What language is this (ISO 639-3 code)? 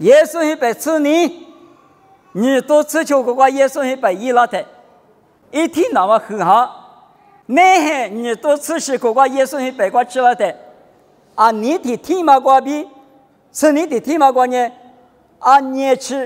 lis